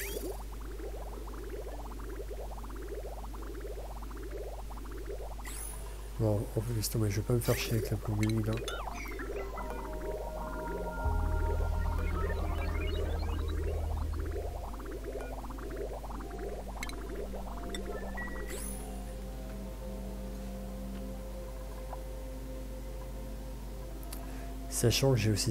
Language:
French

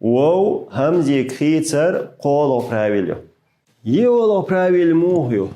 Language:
Chechen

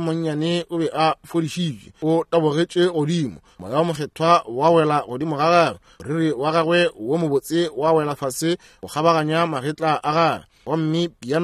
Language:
Northern Sotho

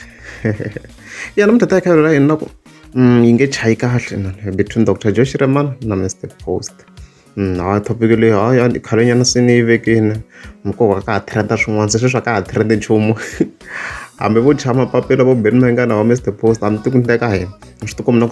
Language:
Tsonga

